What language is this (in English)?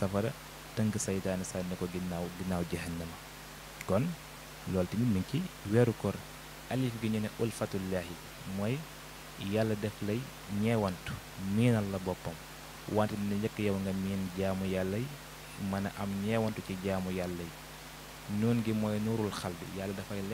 Wolof